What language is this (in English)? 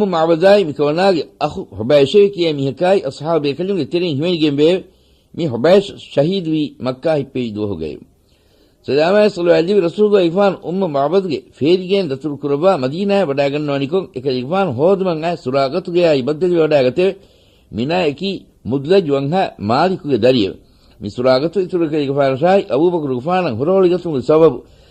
Divehi